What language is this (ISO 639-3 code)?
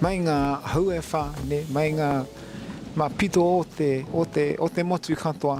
mri